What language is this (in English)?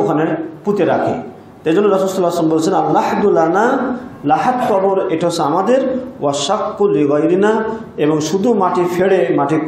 Bangla